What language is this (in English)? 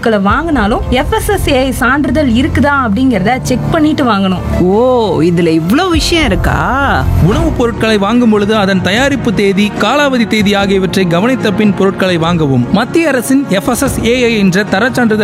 Tamil